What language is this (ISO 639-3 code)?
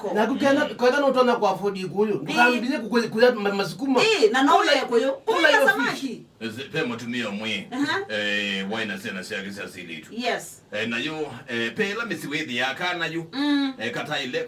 kam